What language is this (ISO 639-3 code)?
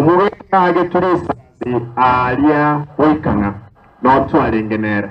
guz